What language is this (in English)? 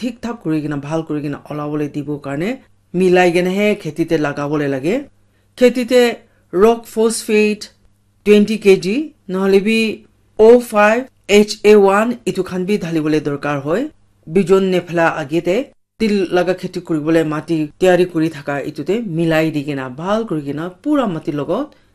Naga Pidgin